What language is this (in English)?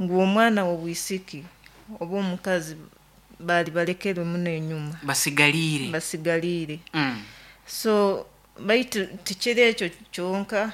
Nyoro